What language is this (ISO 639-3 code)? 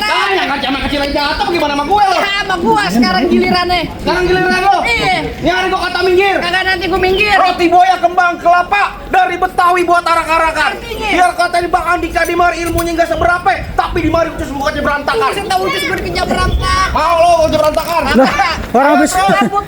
bew